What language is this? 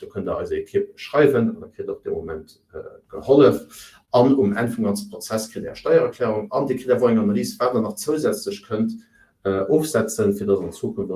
Luxembourgish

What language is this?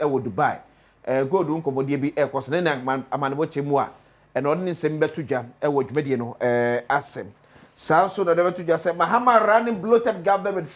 Akan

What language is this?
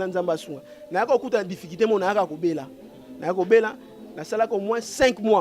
Lingala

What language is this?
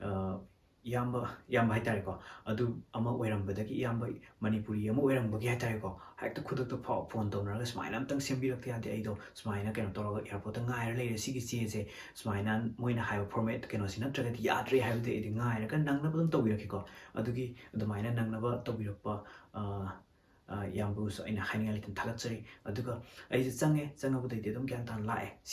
Manipuri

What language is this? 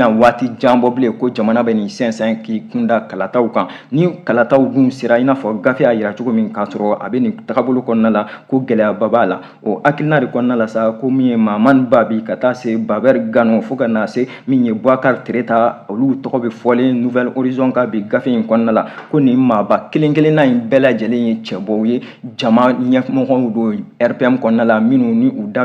Bambara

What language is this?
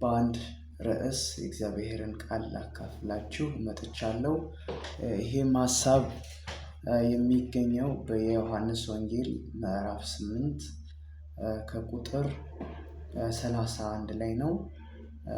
Amharic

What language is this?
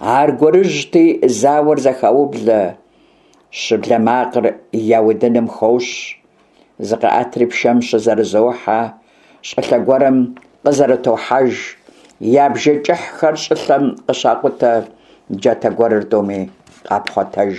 Kabardian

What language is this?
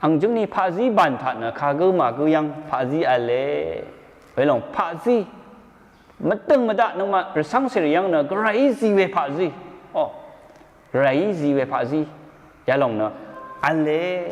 Rawang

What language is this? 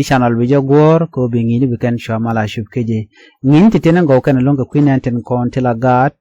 Nuer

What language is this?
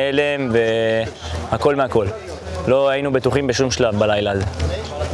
Hebrew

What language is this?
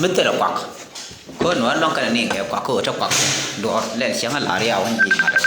Nuer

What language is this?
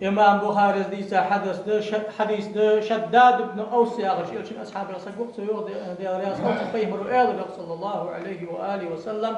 Ingush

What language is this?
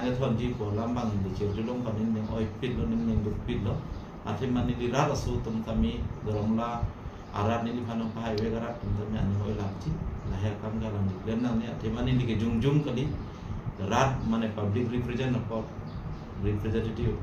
Karbi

